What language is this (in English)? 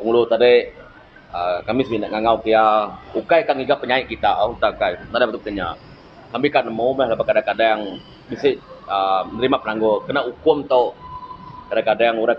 Iban